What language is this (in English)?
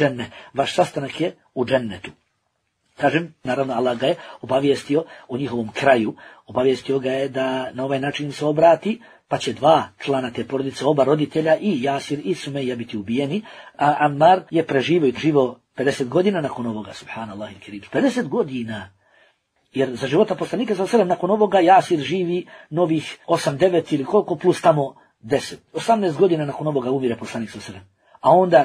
Bosnian